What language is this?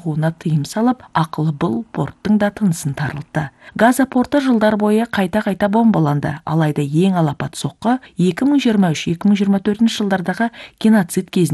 Kazakh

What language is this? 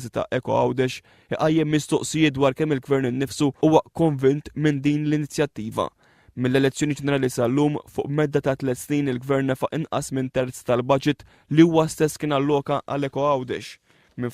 Maltese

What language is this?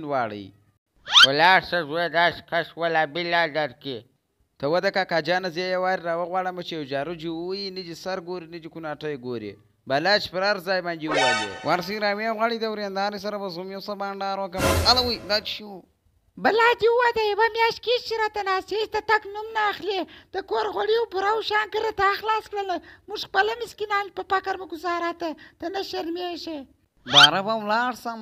Pashto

